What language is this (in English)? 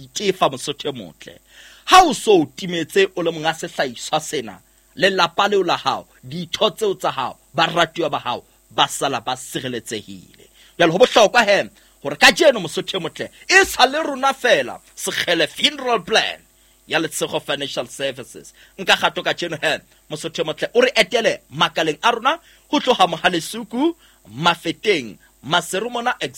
Southern Sotho